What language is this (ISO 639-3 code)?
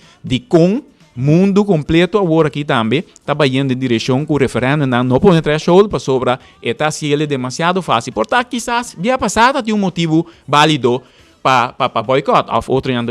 pap